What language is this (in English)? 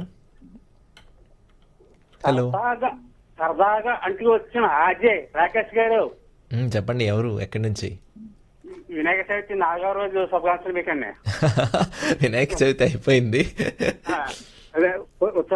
Telugu